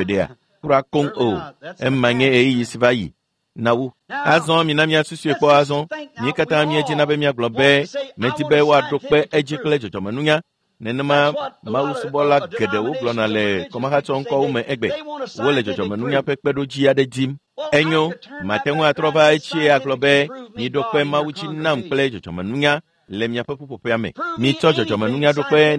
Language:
Ewe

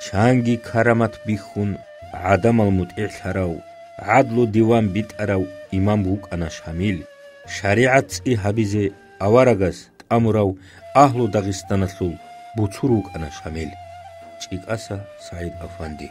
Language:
Avaric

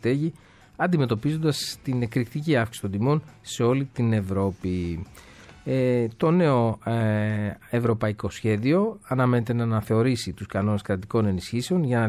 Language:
Greek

